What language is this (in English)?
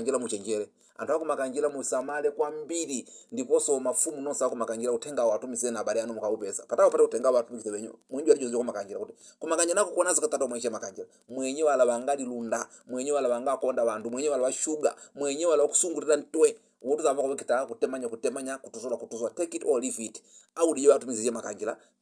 Nyanja